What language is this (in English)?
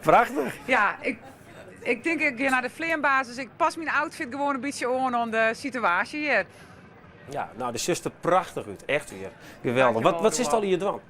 Western Frisian